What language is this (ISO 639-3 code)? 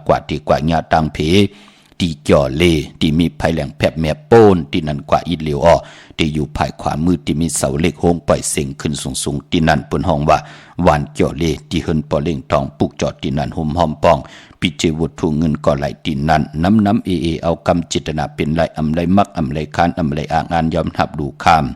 shn